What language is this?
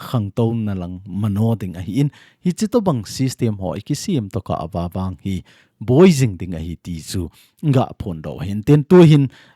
Thado Chin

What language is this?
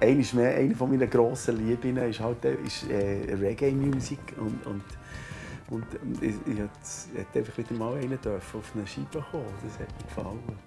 Swiss German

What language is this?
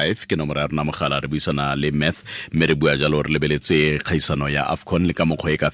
Tswana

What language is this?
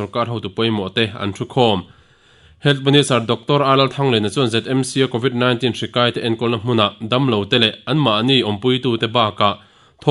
Mizo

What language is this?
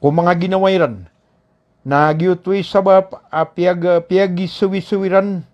Maranao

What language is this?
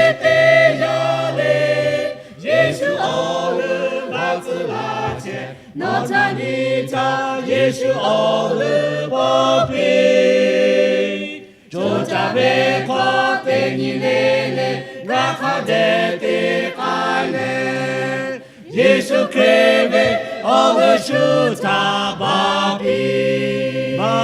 Lahu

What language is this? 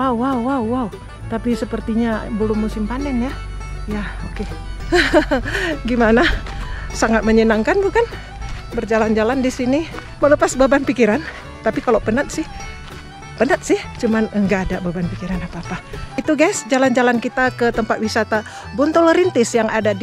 Indonesian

